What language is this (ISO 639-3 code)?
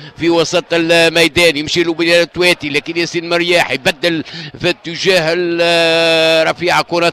aeb